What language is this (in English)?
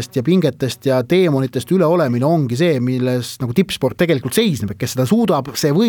Estonian